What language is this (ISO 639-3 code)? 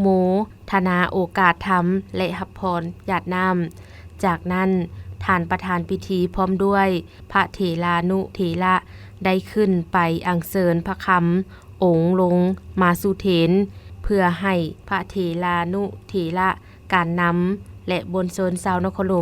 lao